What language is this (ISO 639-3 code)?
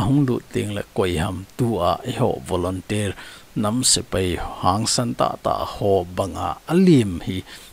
tcz